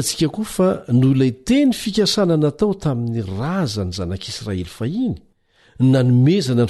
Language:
Malagasy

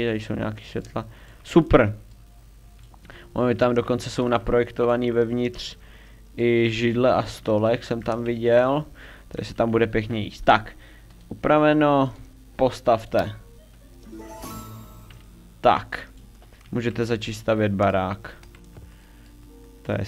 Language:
Czech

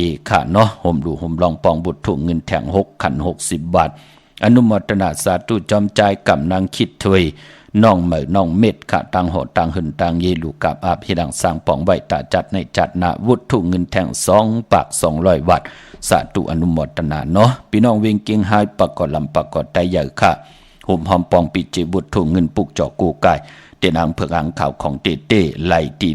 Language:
Shan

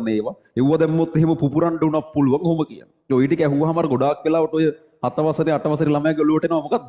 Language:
Sinhala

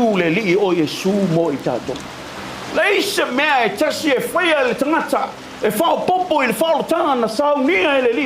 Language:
Samoan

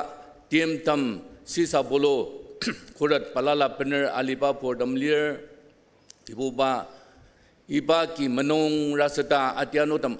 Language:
Ao Naga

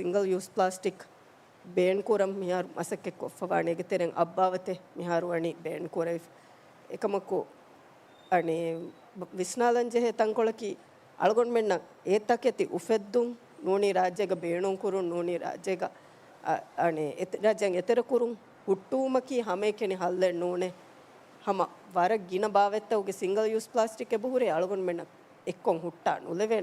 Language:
Divehi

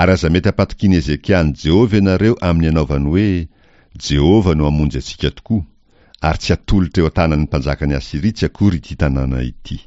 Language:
Malagasy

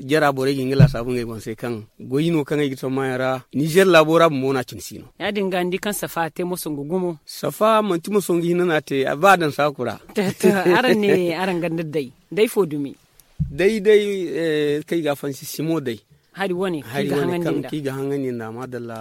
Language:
Zarma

